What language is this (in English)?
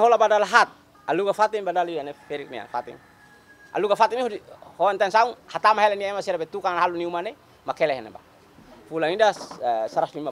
Tetum